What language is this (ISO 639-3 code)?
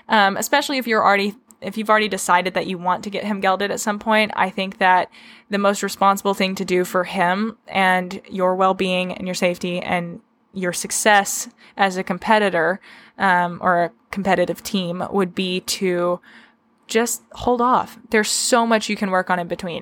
eng